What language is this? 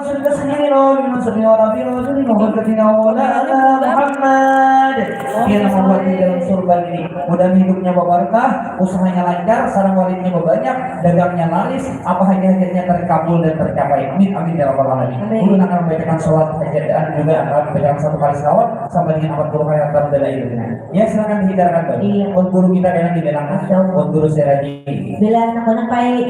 Banjar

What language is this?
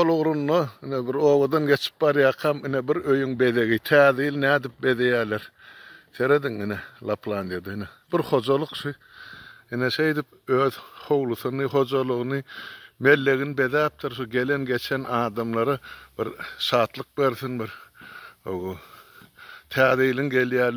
Turkmen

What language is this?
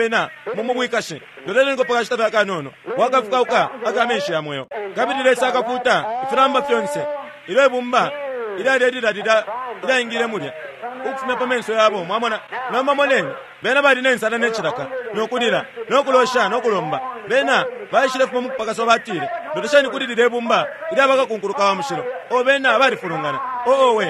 Bemba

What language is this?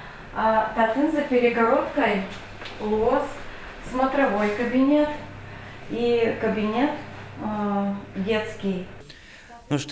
Udmurt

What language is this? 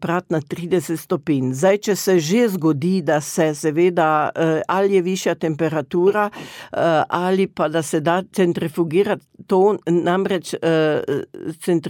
Slovenian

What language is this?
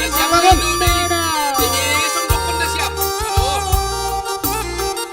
Batak Simalungun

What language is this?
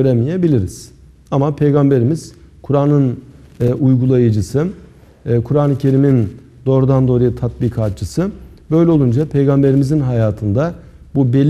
Turkish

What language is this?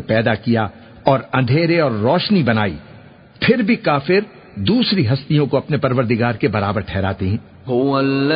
Urdu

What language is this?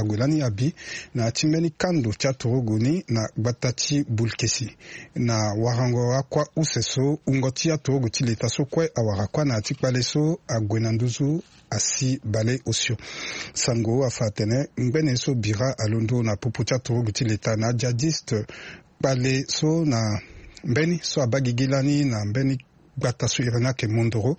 Sango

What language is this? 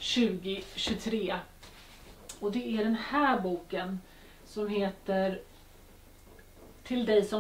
Swedish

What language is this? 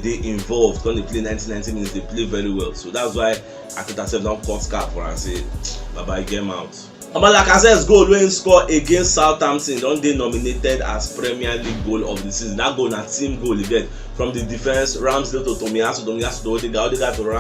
Nigerian Pidgin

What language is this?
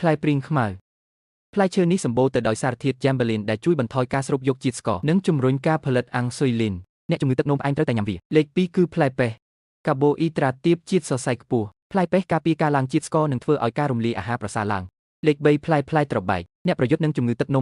Khmer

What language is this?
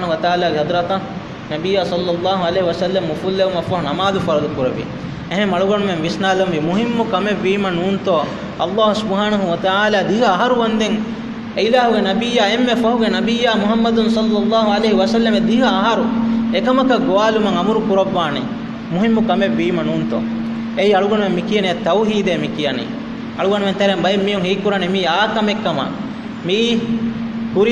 Divehi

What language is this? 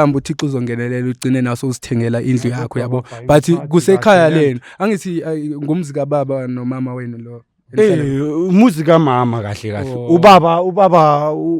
Zulu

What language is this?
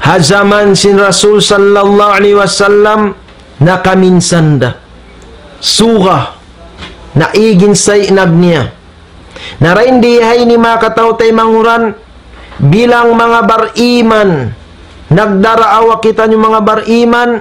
Tausug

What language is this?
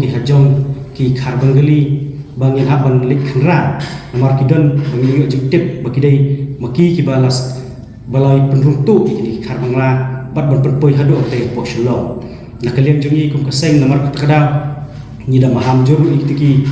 Khasi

